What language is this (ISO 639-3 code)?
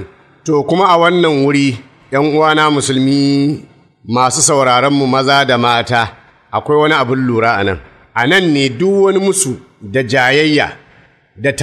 hau